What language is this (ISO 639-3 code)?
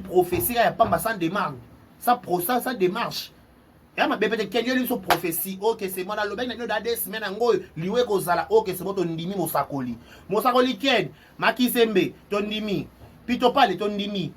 lin